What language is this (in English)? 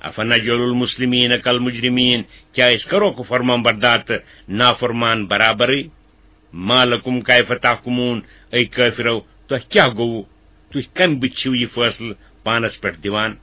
Kashmiri